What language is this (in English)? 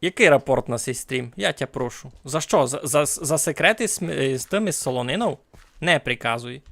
Rusyn